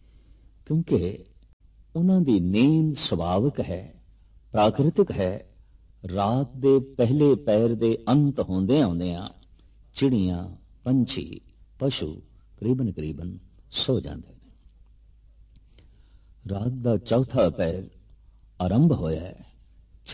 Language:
Punjabi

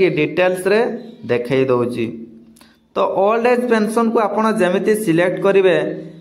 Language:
Odia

